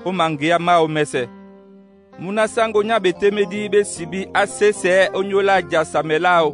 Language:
Duala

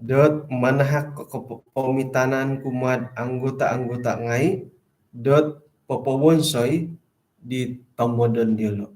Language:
Central Dusun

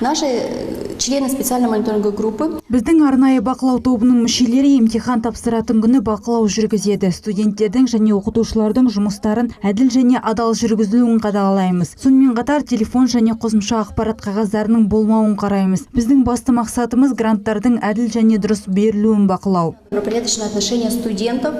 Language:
Kazakh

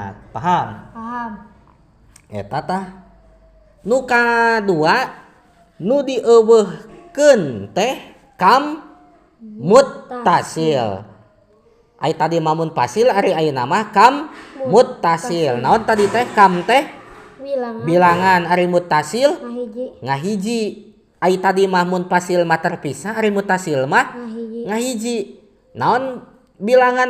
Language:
Sundanese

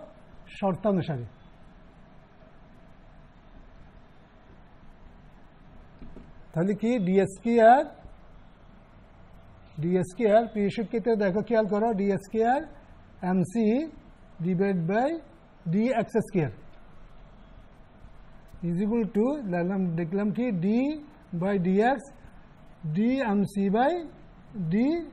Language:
Bangla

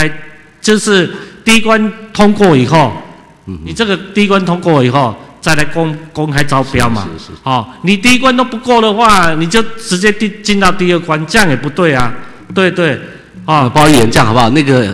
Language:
Chinese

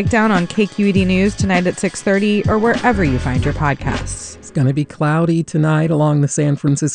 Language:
English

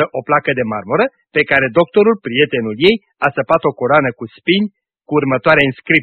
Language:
Romanian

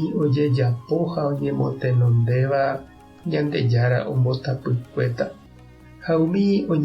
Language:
Guarani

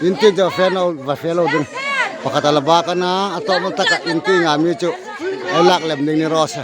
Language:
Hmar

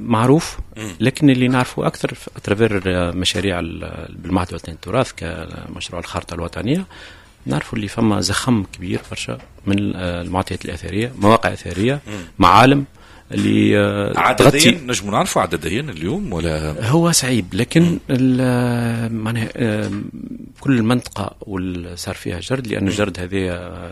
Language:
Tunisian Arabic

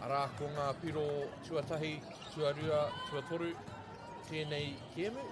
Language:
Māori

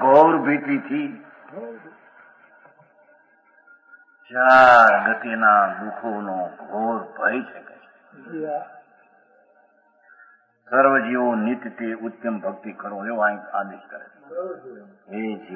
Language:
Gujarati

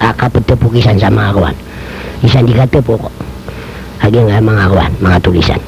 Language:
Maranao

